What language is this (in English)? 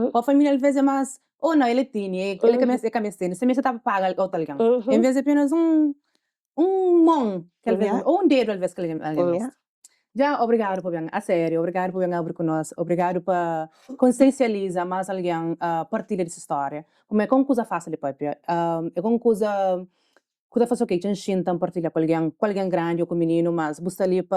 Kabuverdianu